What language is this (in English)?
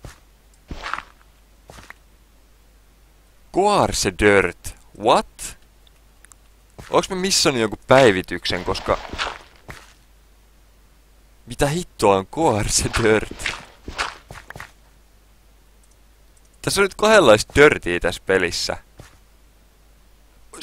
Finnish